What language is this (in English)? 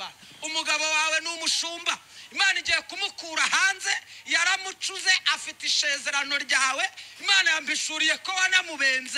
Kinyarwanda